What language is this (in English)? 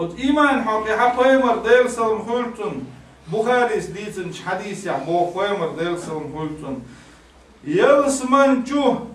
Chechen